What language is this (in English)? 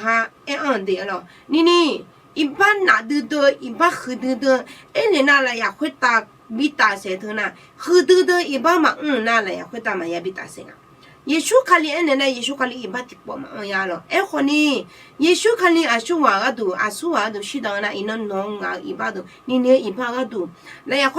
Akha